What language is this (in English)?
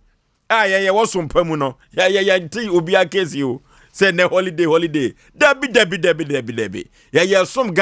Akan